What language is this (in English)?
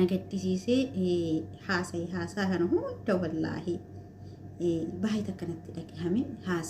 Oromo